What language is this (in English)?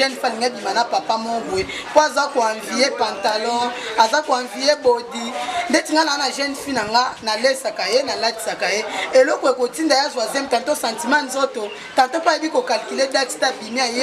Lingala